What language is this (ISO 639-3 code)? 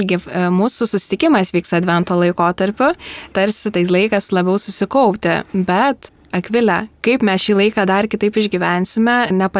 lit